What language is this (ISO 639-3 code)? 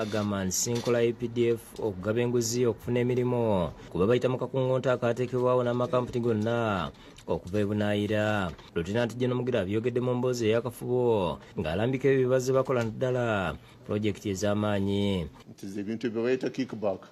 lug